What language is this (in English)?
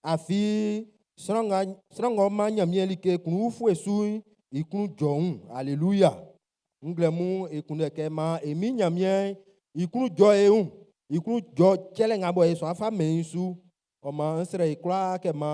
Baoulé